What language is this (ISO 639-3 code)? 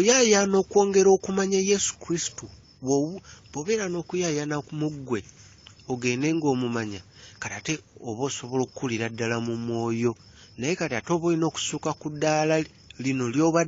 lug